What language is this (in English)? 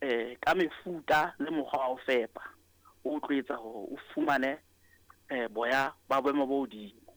Southern Sotho